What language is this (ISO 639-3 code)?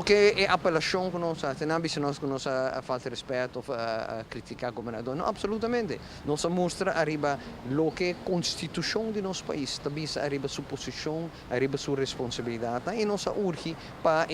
pap